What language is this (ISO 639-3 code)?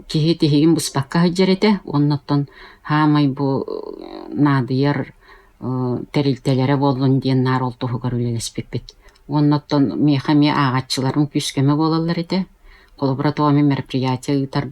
sah